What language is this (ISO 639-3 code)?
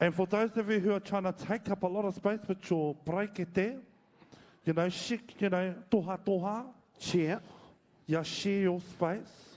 mri